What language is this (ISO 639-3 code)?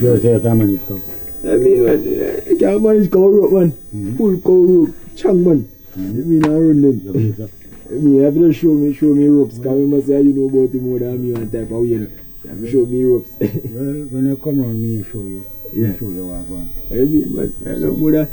jam